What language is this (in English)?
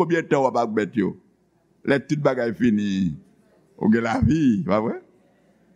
Haitian Creole